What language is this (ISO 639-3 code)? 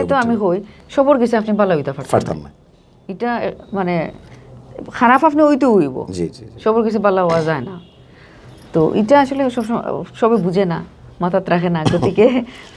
syl